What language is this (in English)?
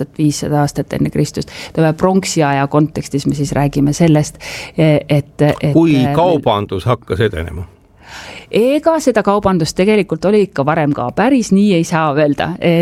Estonian